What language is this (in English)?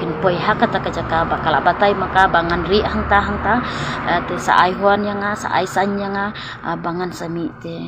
Khasi